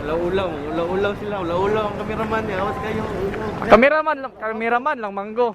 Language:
Cebuano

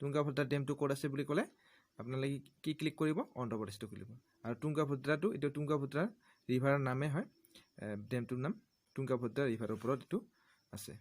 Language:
Assamese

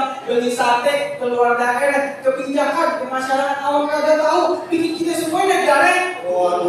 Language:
Betawi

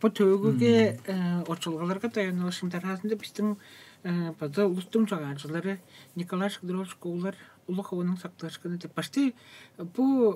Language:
Tuvinian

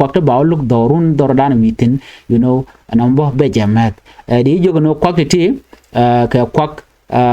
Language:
Nuer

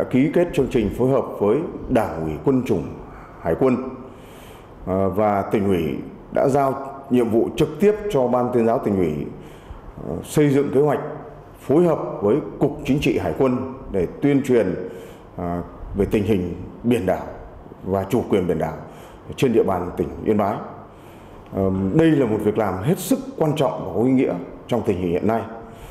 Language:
Vietnamese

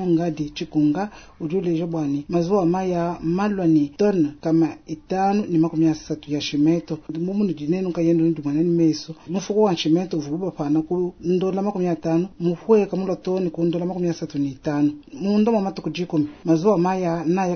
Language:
Luba-Lulua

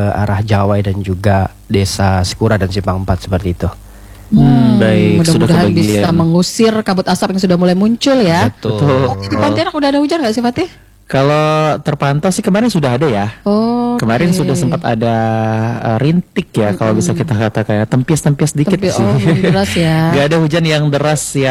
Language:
Indonesian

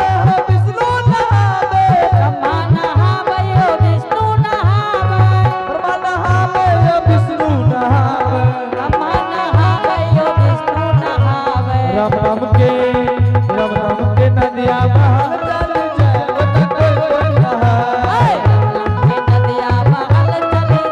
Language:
Angika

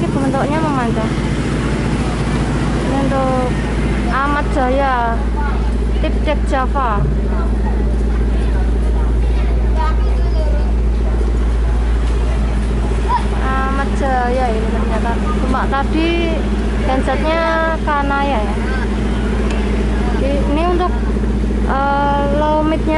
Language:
Indonesian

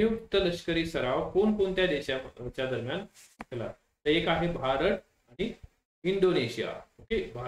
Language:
Marathi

